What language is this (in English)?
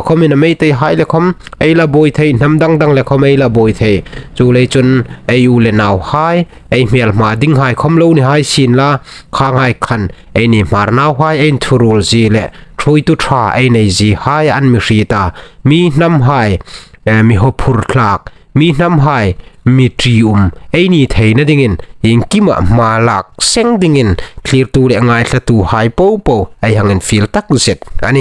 Hmar